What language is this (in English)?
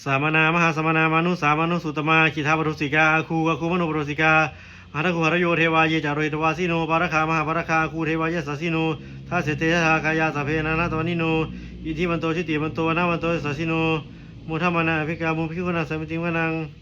Pali